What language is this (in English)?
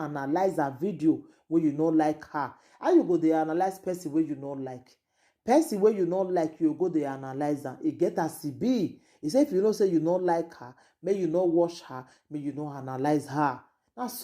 Nigerian Pidgin